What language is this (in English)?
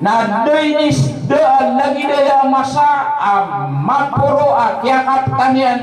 Maranao